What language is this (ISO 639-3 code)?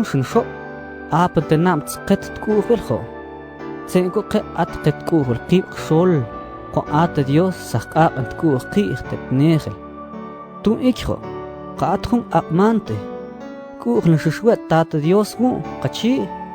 mam